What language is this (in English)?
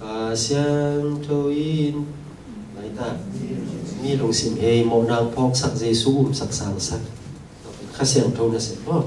Tedim Chin